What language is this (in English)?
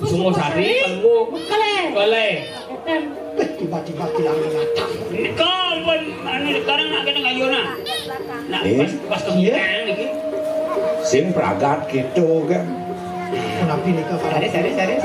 Balinese